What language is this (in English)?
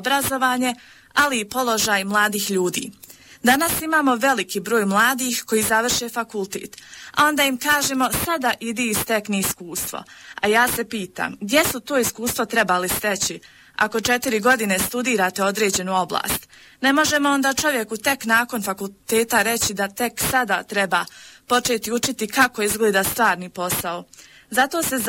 Bosnian